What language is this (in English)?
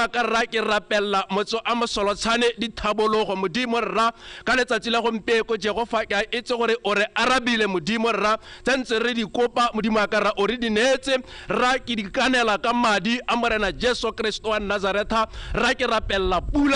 Tswana